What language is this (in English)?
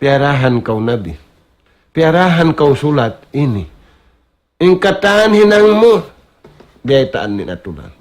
Tausug